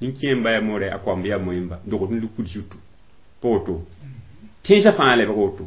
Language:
Mossi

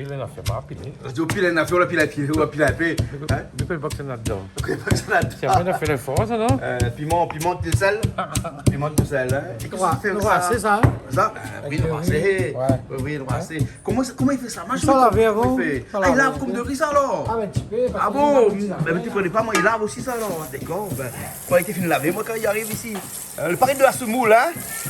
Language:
Réunion Creole French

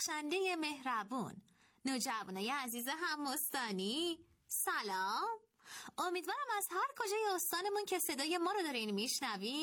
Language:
Persian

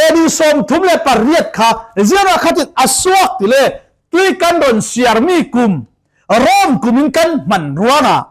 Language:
Falam Chin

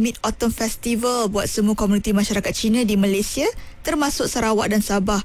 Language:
Malay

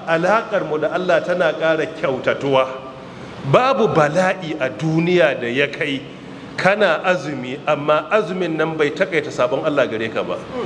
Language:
Hausa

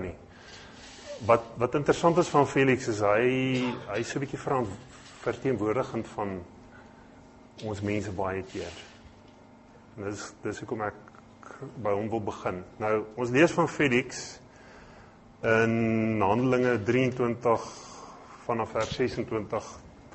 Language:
Afrikaans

